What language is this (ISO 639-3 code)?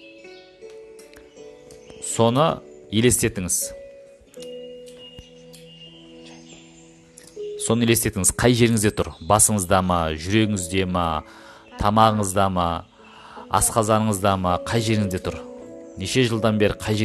kaz